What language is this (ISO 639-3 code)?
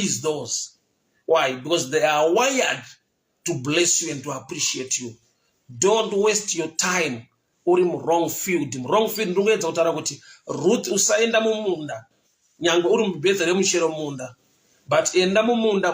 sna